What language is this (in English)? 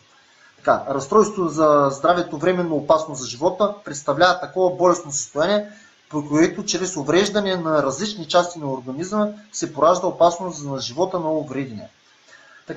Bulgarian